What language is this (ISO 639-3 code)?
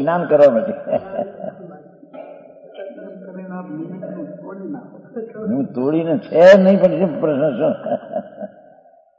guj